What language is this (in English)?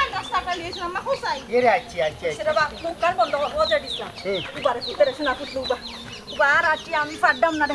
Sylheti